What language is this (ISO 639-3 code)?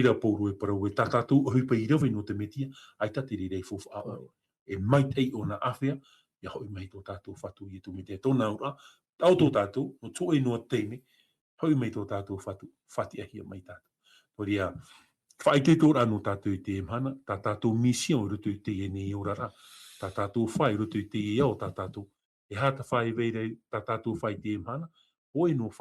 tah